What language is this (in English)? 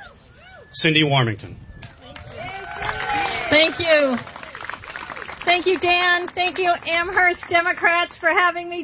English